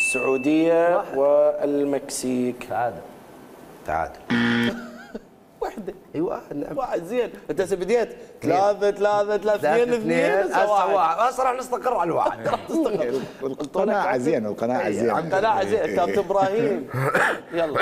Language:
Mesopotamian Arabic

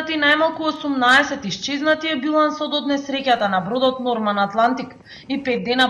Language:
Macedonian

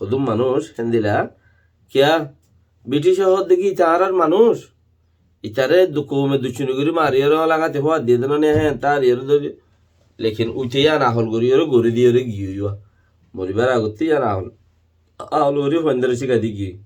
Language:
Rohingya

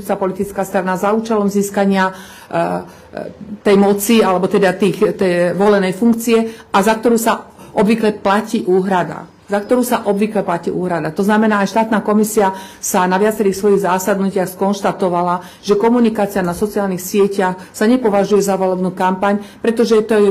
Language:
Slovak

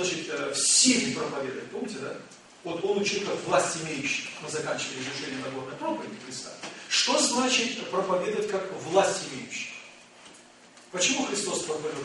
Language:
Russian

